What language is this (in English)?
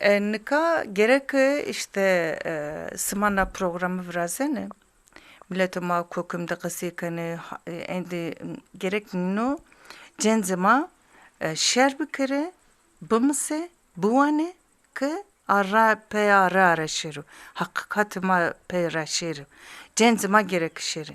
Zaza